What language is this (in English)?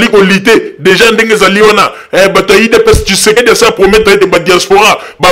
Lingala